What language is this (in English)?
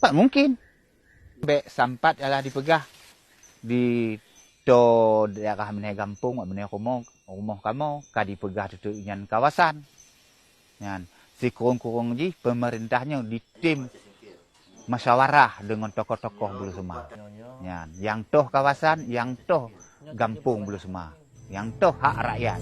Achinese